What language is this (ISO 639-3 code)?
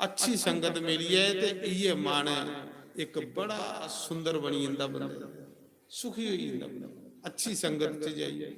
doi